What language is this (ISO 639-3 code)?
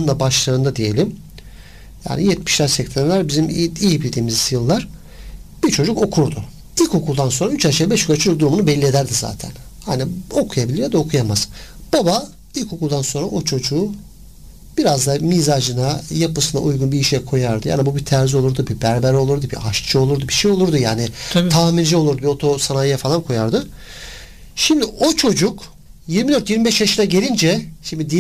tur